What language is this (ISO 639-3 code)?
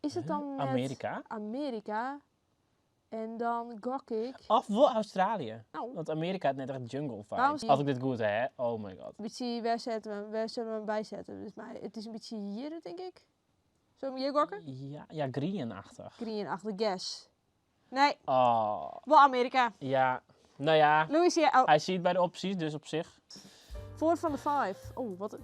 fry